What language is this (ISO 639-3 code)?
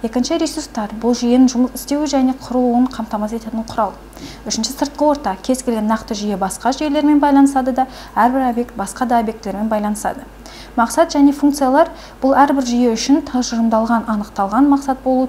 kaz